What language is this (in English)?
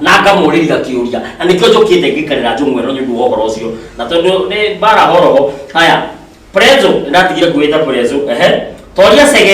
Kikuyu